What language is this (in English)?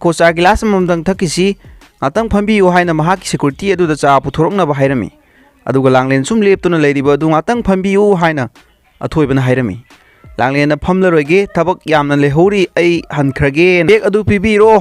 Manipuri